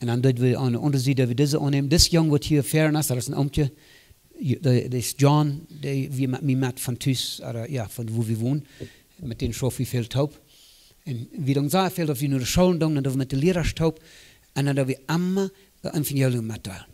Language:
Plautdietsch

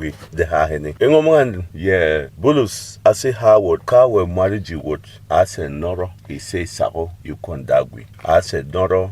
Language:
Berom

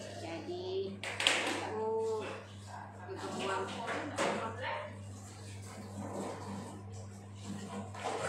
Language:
Malay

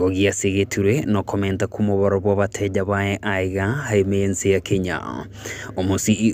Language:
Gusii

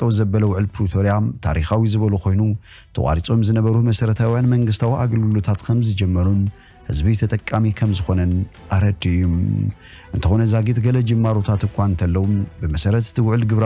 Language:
Tigrinya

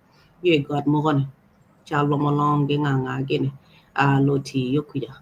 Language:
Acoli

